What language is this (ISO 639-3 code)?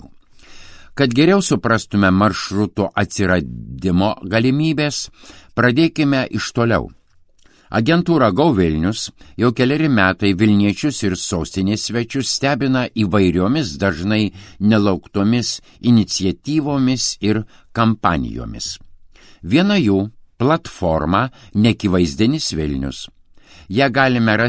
lit